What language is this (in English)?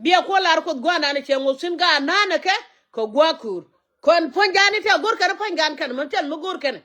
Nuer